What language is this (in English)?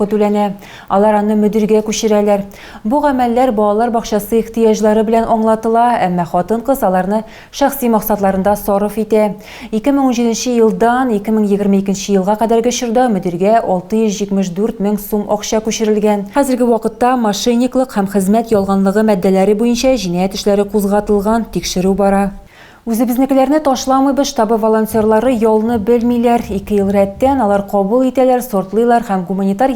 Tatar